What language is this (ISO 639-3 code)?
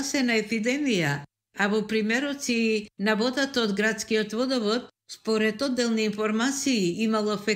mkd